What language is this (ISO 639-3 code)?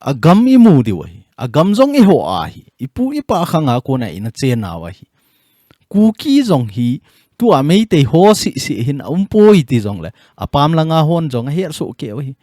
tcz